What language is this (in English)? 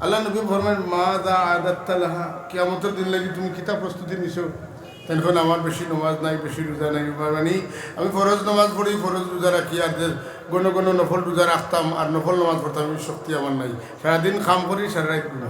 Sylheti